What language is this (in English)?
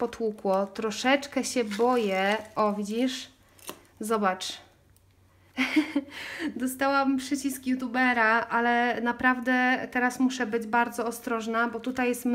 Polish